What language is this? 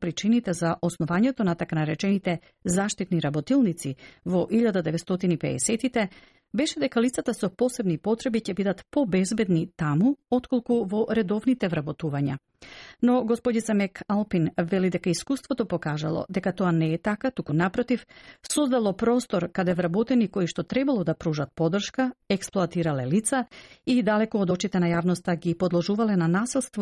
Macedonian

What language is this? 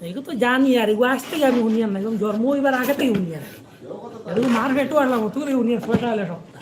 Sylheti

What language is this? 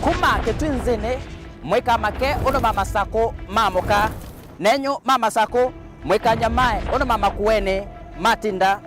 Kamba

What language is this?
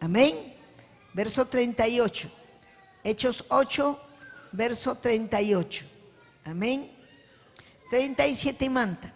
Ayacucho Quechua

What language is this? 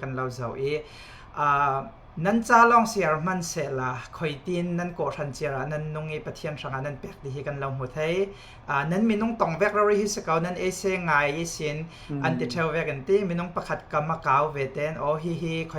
Falam Chin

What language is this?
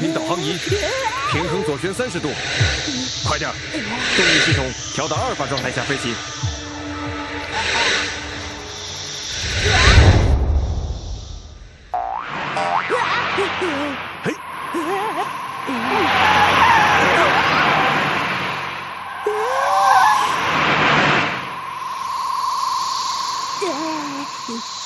Chinese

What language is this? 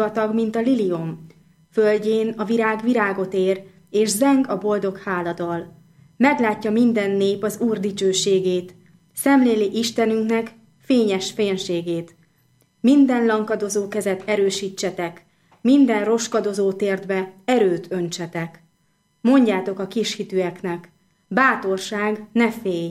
Hungarian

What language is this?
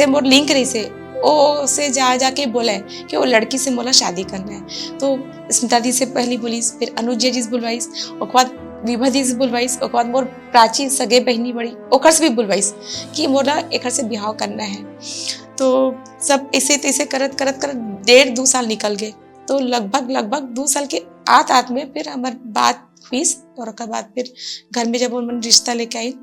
Chhattisgarhi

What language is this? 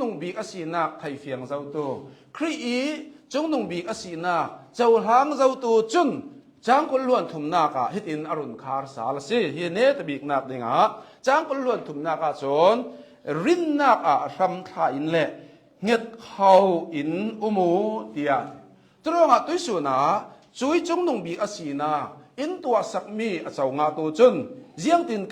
Hakha Chin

